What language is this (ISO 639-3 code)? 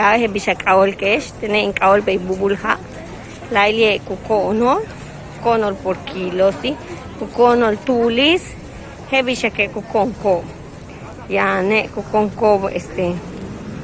yua